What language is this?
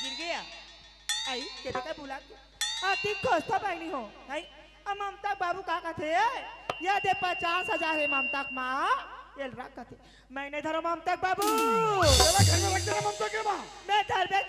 Chhattisgarhi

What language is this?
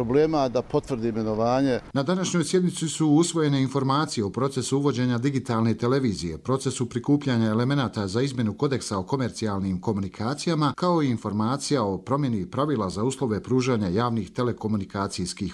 Serbian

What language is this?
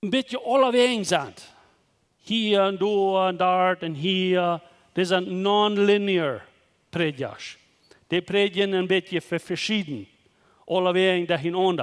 Plautdietsch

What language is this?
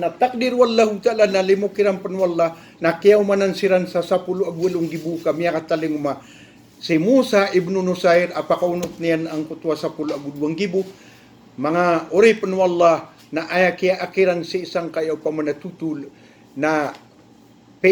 Maranao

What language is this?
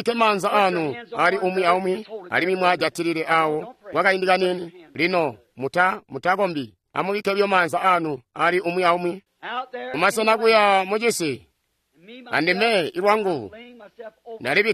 Tonga (Zambia)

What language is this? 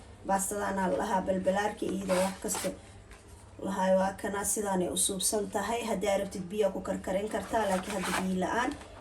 Somali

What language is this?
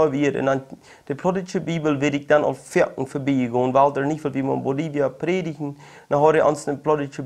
Plautdietsch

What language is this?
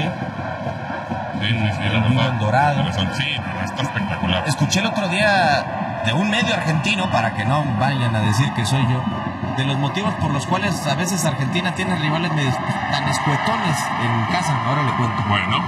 Spanish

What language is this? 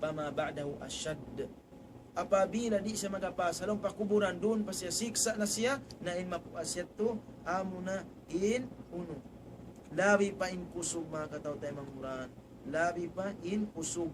Tausug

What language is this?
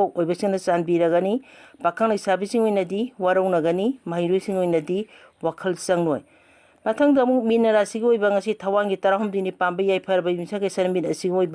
Manipuri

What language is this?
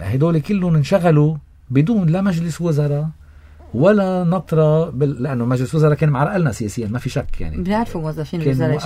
North Levantine Arabic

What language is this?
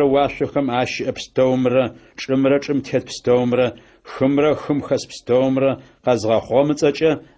Adyghe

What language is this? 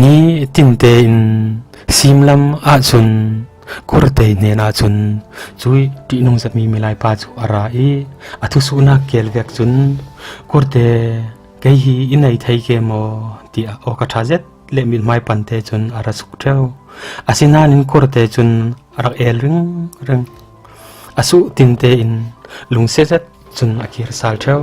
Falam Chin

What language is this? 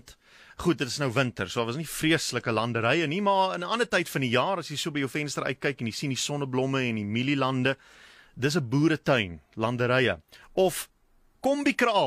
Afrikaans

